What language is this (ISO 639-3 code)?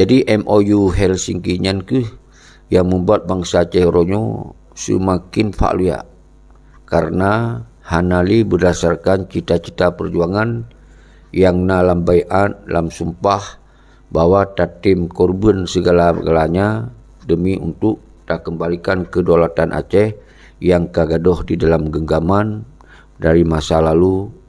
ace